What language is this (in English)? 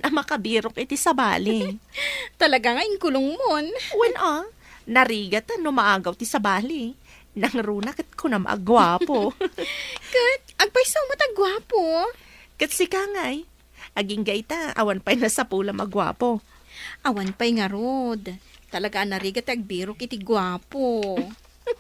Iloko